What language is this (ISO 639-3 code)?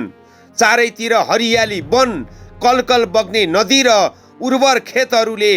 nep